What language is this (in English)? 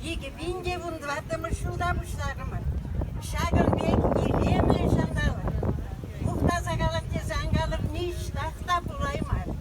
Chuvash